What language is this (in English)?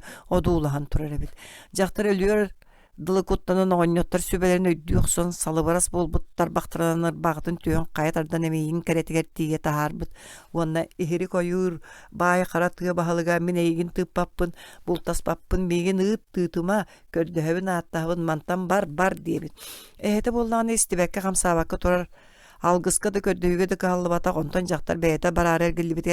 Yakut